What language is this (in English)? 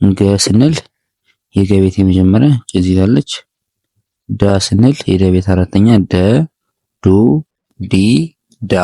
Amharic